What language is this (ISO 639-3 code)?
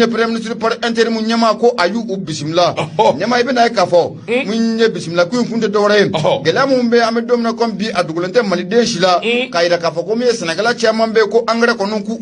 bam